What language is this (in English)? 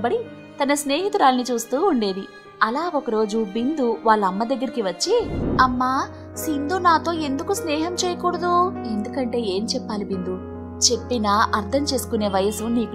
Telugu